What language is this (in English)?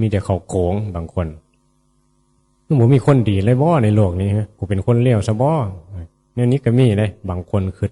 Northeastern Thai